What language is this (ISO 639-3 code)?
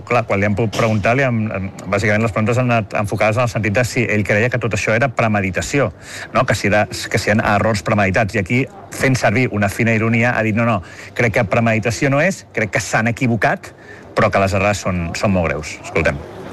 cat